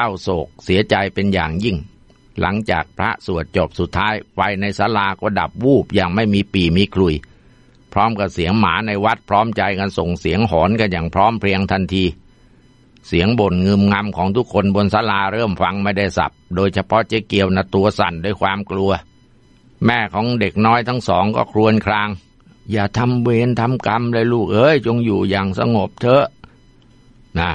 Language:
Thai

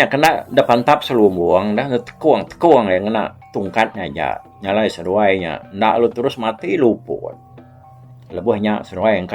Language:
Iban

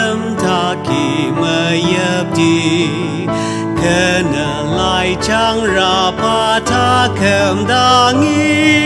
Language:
Ao Naga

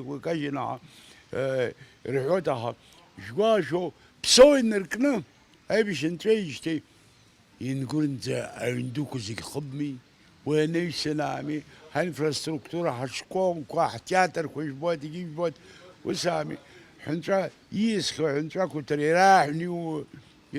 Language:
Abkhazian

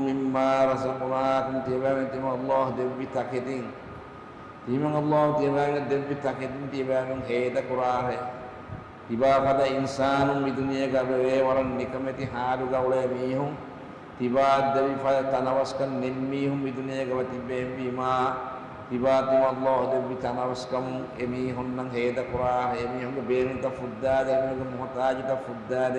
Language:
Divehi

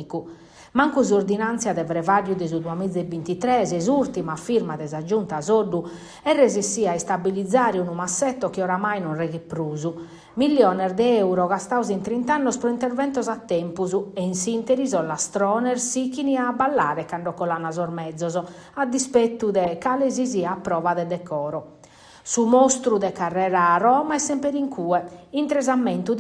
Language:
Sardinian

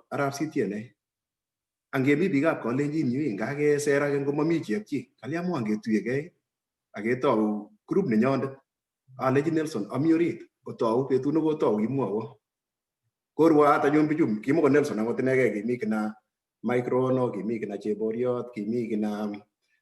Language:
Kalenjin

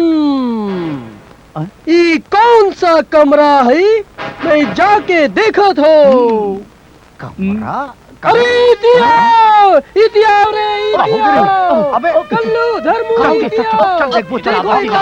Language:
Chhattisgarhi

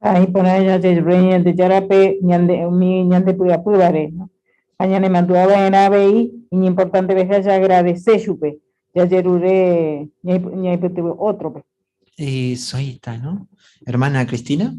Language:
Guarani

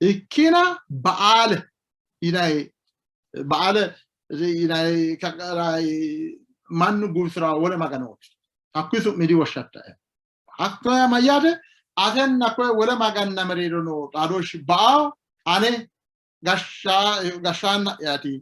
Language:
Sidamo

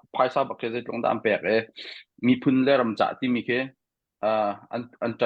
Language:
Hakha Chin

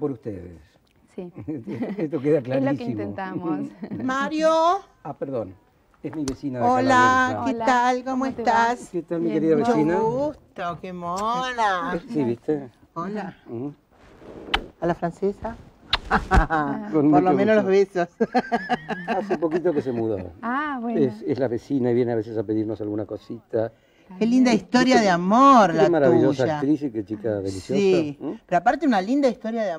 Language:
Spanish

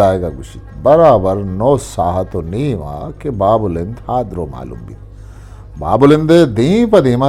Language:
Eastern Balochi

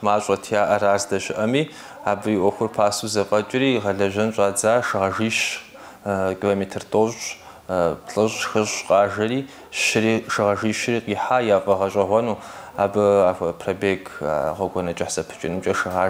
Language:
Kabardian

